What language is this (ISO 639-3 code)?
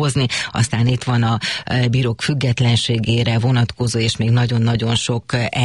hun